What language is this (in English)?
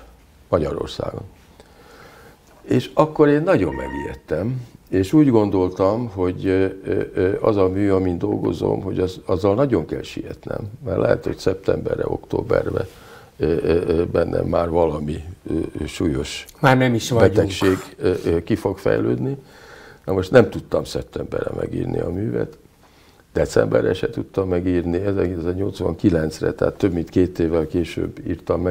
Hungarian